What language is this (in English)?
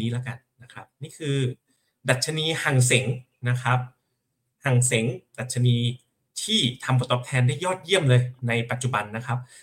Thai